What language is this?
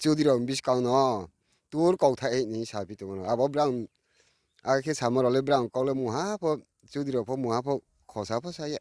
Riang (India)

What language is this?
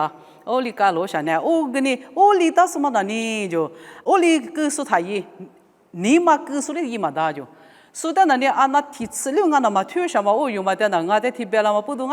Lisu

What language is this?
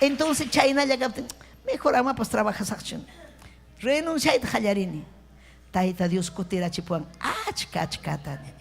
Ayacucho Quechua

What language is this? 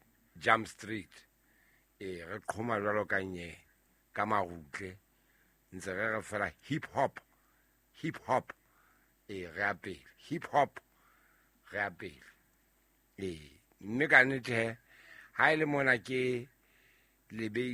Southern Sotho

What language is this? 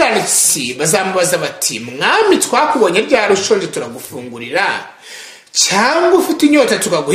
Kinyarwanda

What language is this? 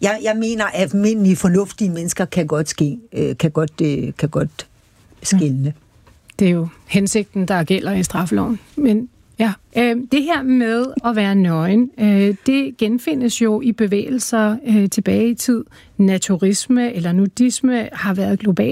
Danish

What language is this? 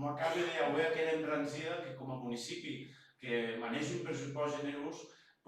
Occitan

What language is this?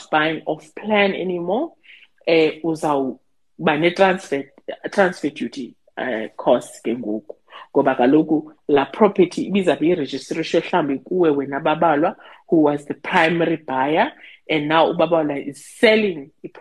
Xhosa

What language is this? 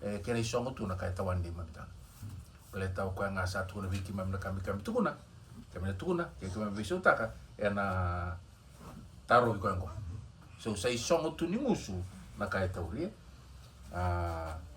Fijian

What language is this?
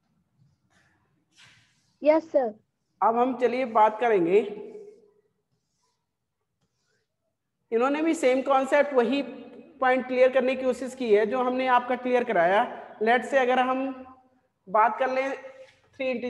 Hindi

